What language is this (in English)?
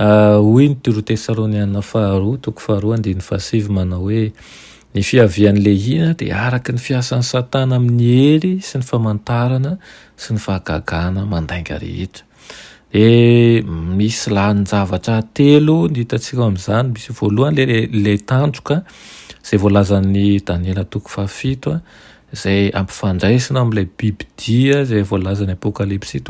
Malagasy